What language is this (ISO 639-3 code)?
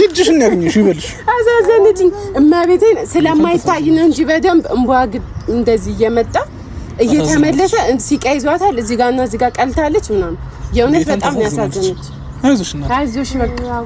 amh